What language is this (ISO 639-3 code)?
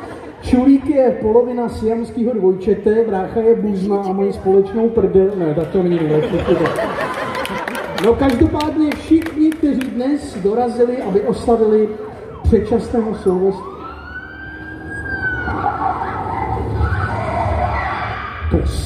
ces